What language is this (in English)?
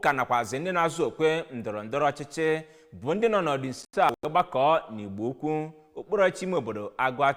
Igbo